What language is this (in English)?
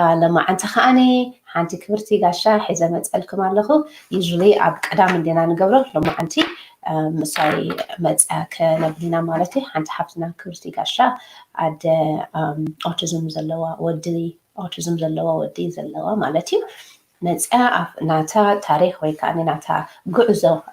Tigrinya